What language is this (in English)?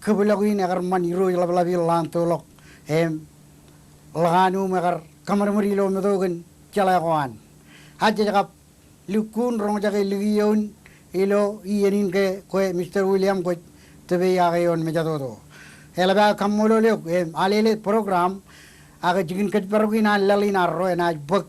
Marshallese